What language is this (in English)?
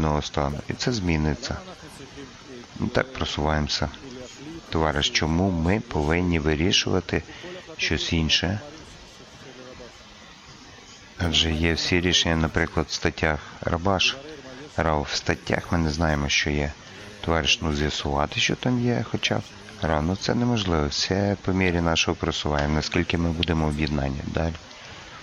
Ukrainian